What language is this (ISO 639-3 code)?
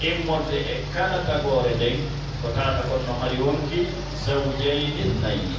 ful